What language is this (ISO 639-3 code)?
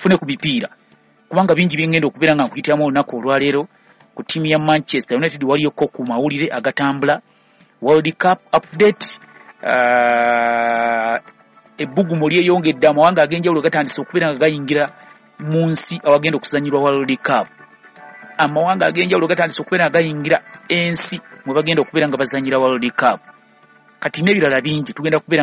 lug